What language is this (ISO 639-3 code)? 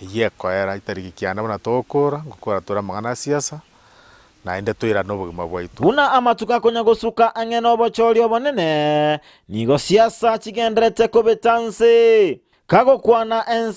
guz